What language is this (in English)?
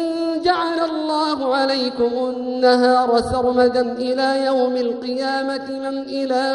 Arabic